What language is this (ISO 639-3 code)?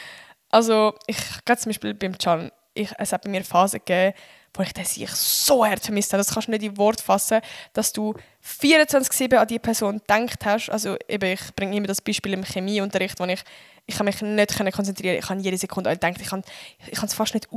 gsw